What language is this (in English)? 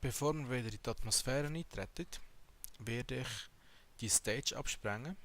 Swiss German